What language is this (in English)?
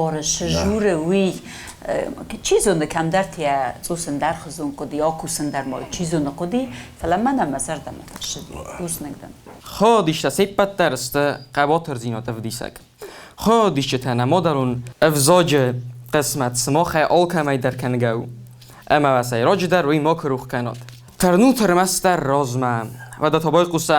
Ossetic